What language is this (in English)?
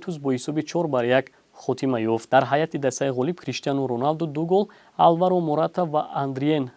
Tajik